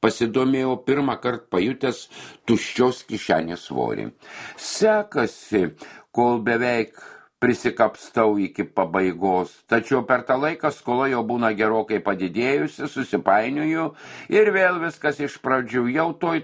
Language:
Lithuanian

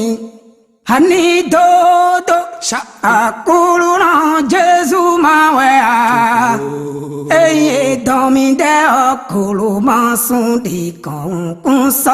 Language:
Fon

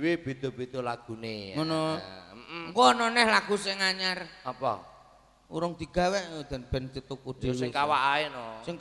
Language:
Javanese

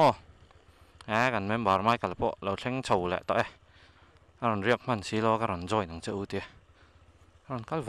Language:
Vietnamese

